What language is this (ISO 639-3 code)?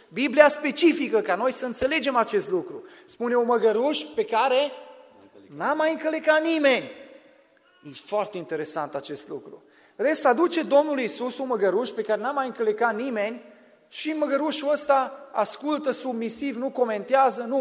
ron